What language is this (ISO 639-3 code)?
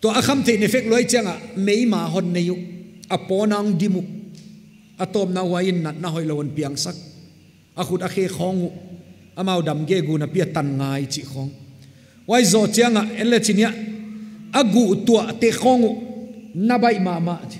pck